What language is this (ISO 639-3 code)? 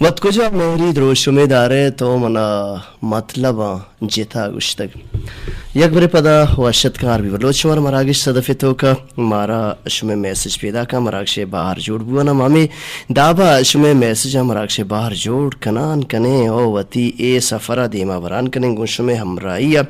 bal